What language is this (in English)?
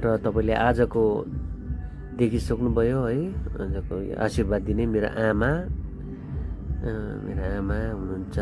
Nepali